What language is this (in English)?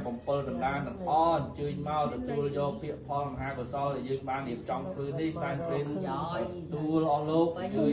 Khmer